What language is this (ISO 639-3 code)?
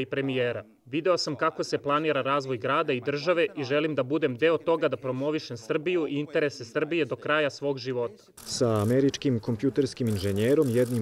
srp